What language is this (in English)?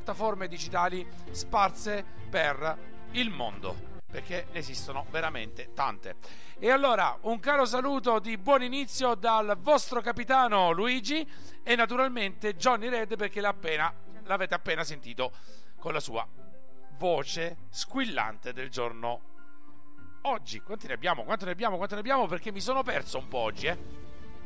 Italian